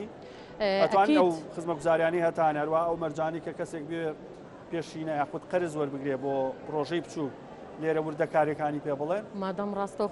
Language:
Central Kurdish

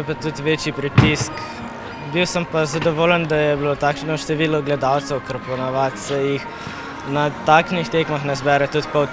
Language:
Slovenian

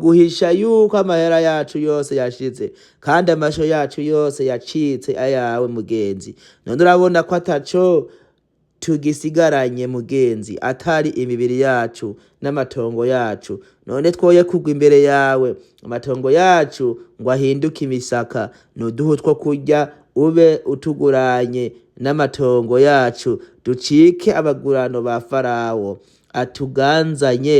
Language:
Rundi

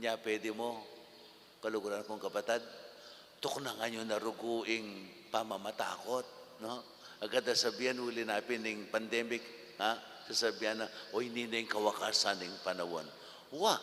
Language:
Pampanga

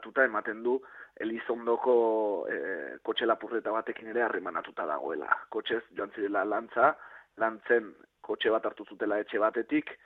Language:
Basque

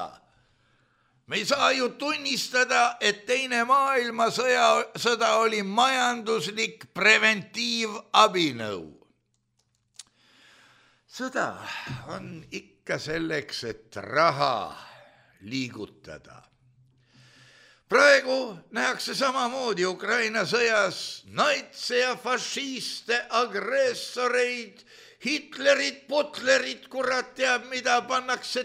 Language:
Estonian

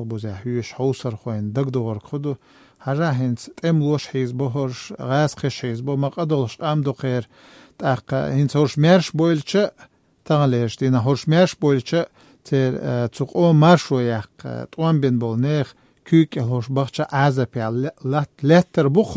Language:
Chechen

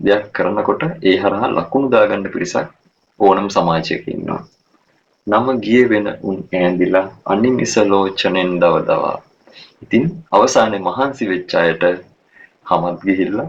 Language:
Sinhala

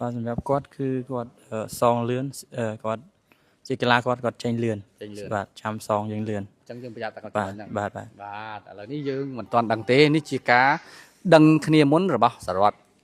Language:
Khmer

